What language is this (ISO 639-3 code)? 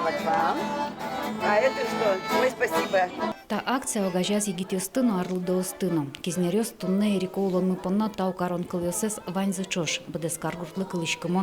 udm